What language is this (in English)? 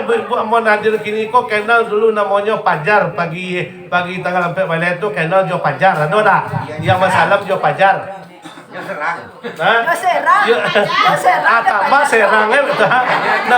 Minangkabau